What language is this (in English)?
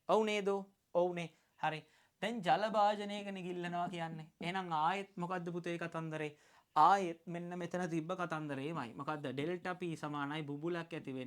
Sinhala